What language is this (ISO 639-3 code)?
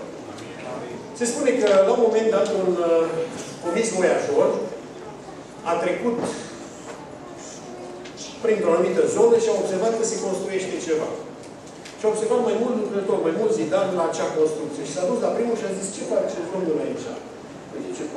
ron